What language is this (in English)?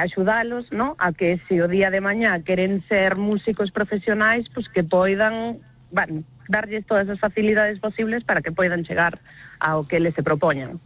Galician